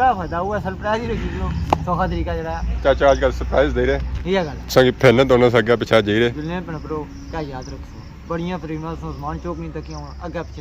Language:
Pahari-Potwari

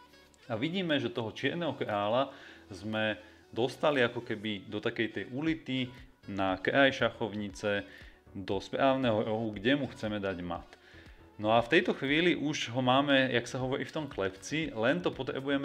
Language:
Slovak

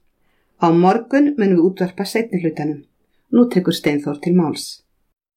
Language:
Icelandic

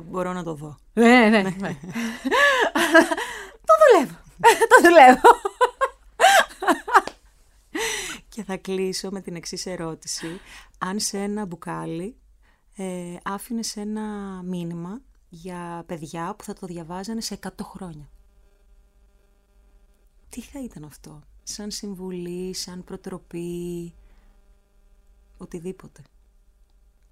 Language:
Greek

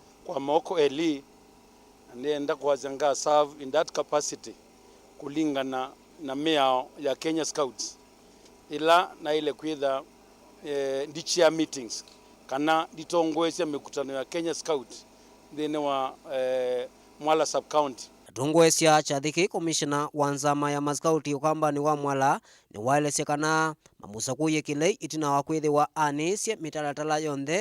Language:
Kamba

